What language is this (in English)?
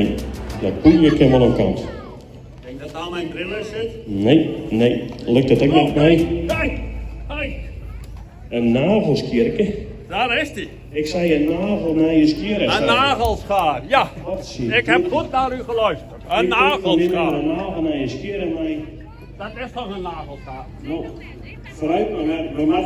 Western Frisian